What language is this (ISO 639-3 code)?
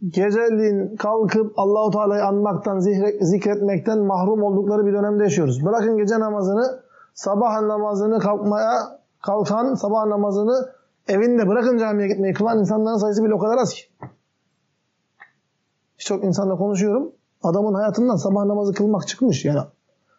tur